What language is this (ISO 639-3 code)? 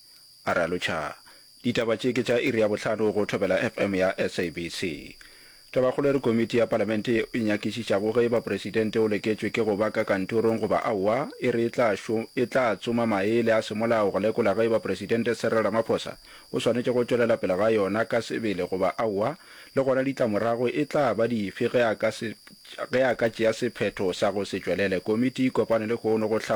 nso